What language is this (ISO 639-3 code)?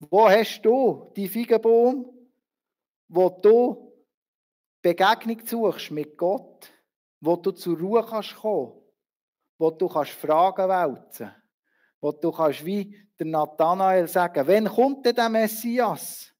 gsw